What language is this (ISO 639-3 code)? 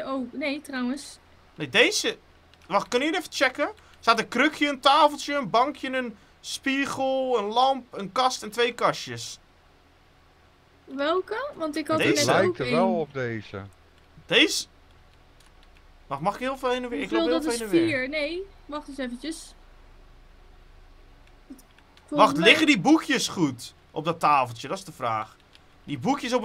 nld